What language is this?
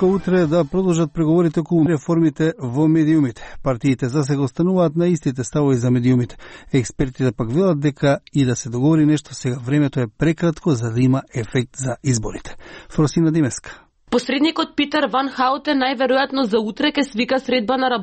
Macedonian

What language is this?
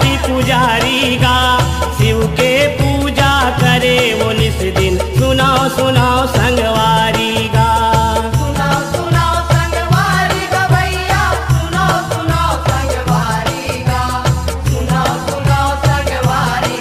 Chhattisgarhi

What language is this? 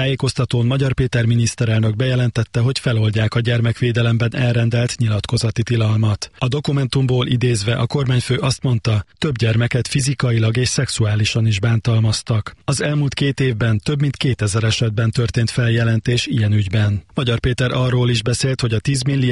Hungarian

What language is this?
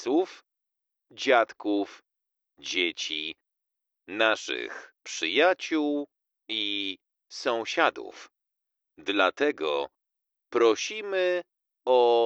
Polish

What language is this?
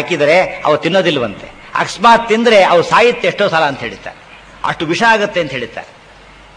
Kannada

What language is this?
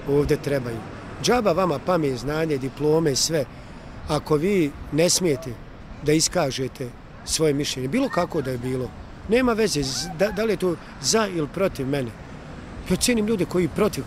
Bosnian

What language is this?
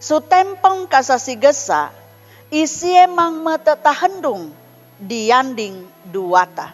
Sangir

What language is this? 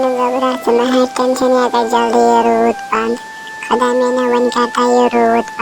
Kashmiri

